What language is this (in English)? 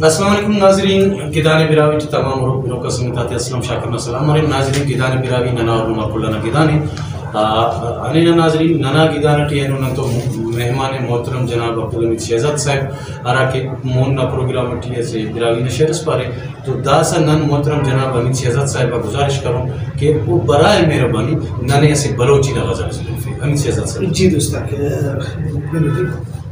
Brahui